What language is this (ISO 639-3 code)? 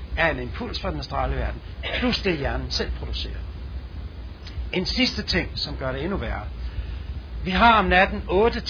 dan